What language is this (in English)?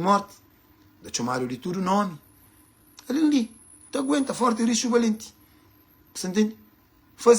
Kabuverdianu